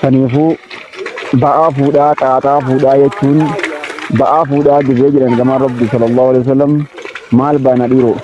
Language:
Oromo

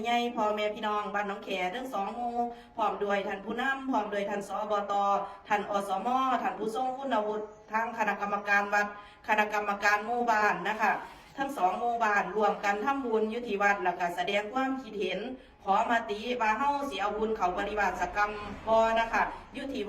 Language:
Northeastern Thai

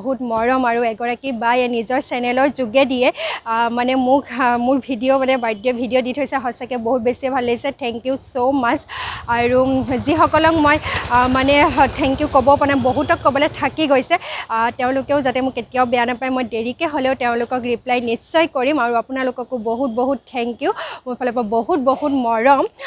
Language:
Assamese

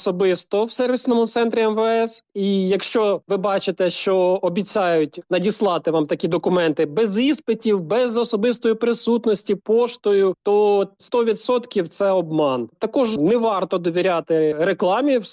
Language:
Ukrainian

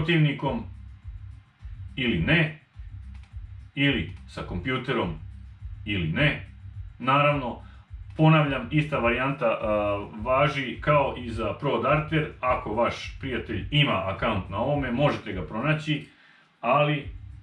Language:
Serbian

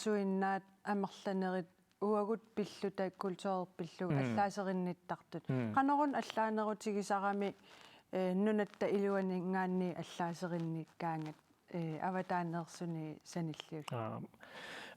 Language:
Kalaallisut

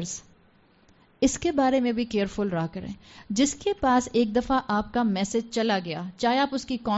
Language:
Urdu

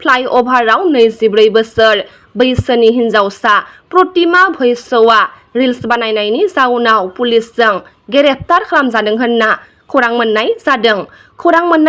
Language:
Bodo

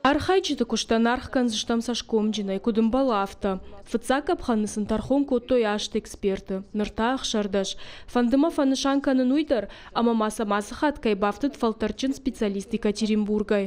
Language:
Ossetic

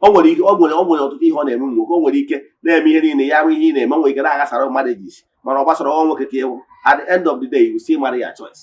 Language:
Igbo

